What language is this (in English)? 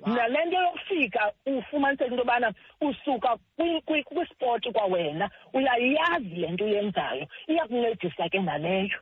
Xhosa